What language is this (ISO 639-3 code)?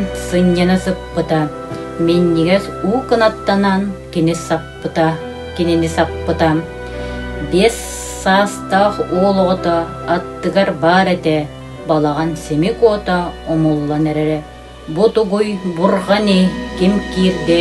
sah